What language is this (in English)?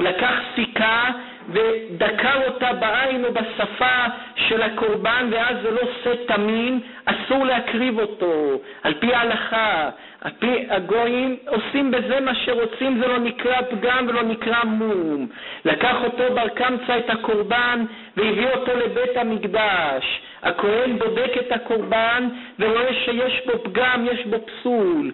Hebrew